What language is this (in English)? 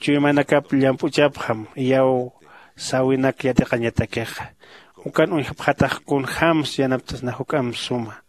Aymara